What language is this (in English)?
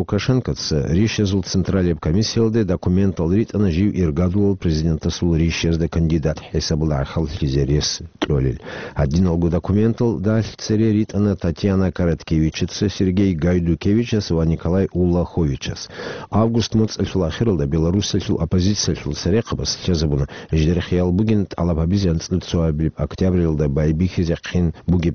Avaric